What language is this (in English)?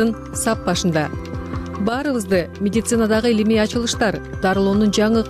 Kyrgyz